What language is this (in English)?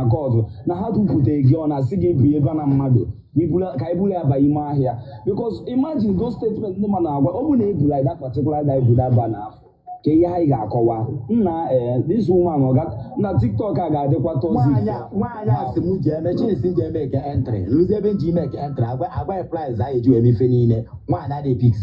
Igbo